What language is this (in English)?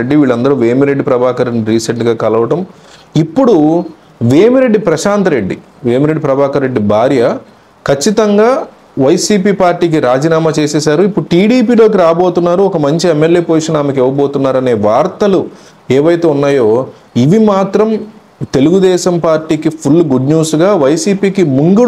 Telugu